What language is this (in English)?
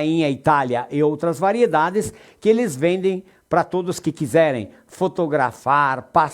Venetian